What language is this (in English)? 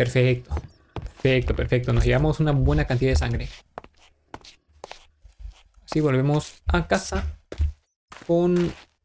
Spanish